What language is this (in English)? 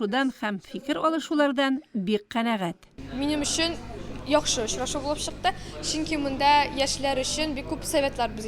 Tatar